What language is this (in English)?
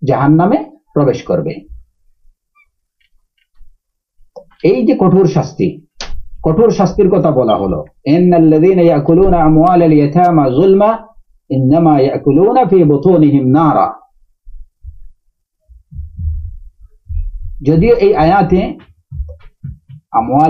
Bangla